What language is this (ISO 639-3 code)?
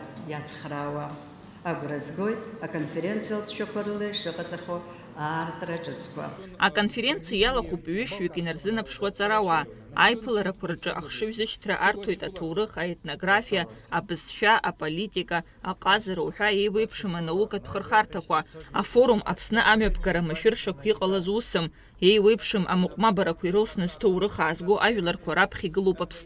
abk